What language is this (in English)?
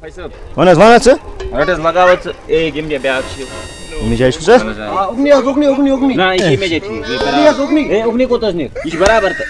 Kashmiri